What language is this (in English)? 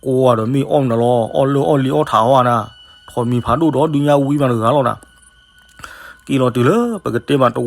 S'gaw Karen